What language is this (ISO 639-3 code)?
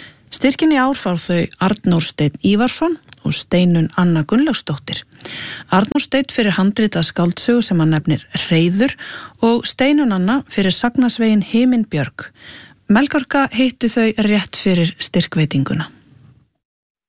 isl